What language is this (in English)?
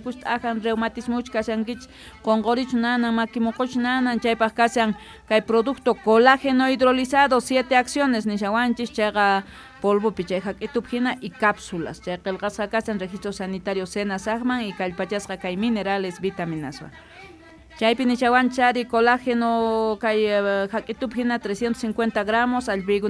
South Bolivian Quechua